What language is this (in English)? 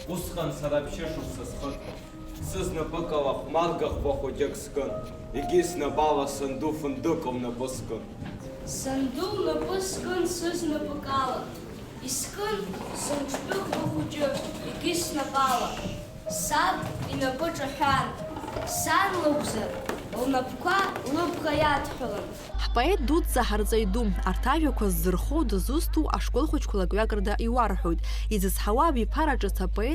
Abkhazian